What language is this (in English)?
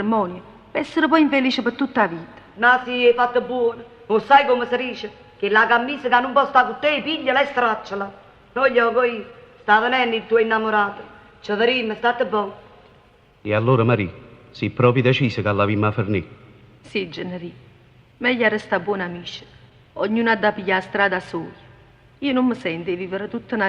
Neapolitan